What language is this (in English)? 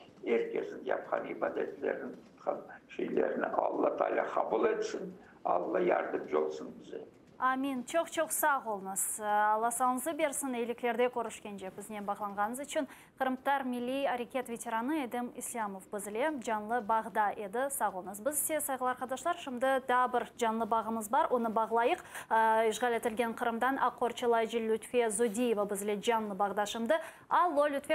Crimean Tatar